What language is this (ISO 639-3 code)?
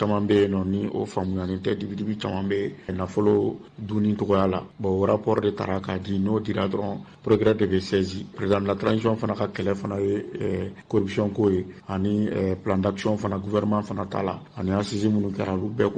bam